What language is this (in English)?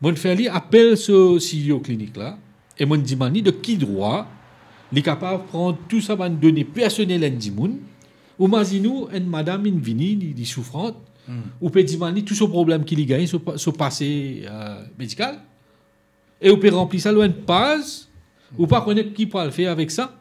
Morisyen